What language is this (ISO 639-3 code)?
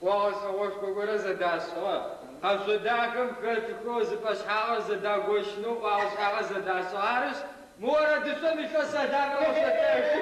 ady